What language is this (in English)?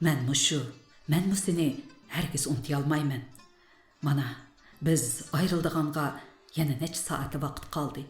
Uyghur